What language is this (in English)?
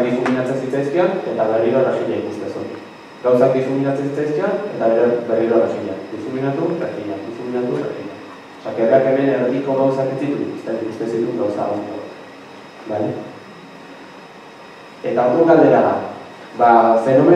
Basque